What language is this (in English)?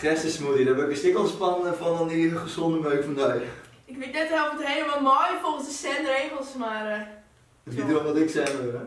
Western Frisian